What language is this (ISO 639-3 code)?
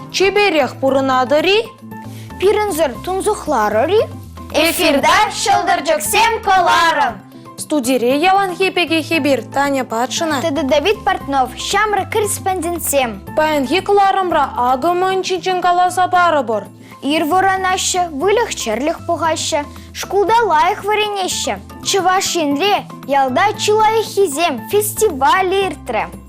chv